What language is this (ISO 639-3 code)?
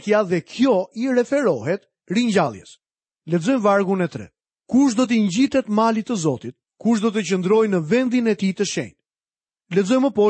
sqi